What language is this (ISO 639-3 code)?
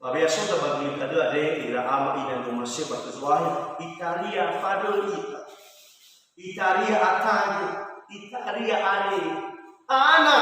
nia